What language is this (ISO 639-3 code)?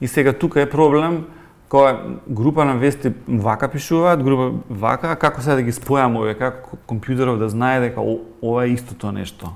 mkd